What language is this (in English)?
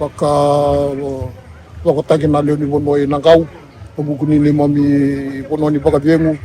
Fijian